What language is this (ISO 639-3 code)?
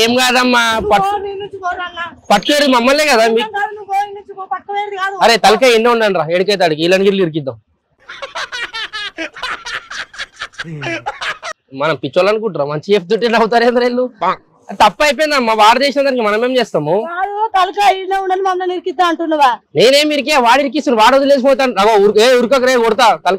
tel